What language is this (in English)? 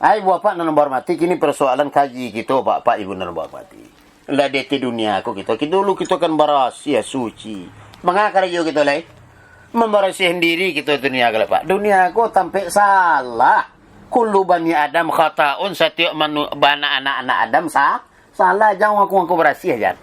Minangkabau